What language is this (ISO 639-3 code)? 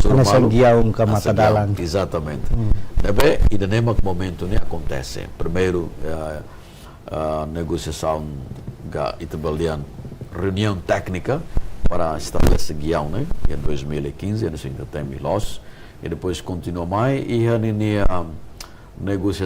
tet